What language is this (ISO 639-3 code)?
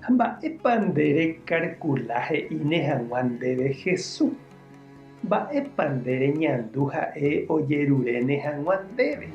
grn